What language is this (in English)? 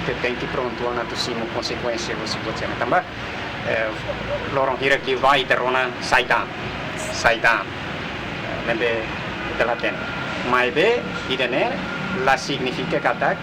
Tetum